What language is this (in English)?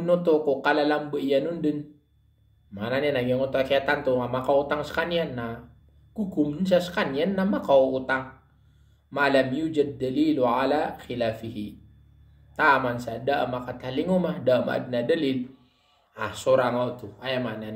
Maranao